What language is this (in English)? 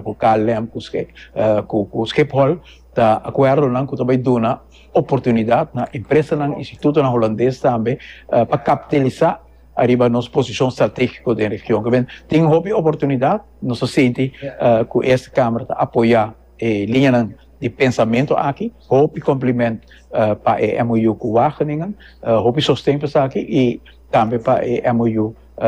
Papiamento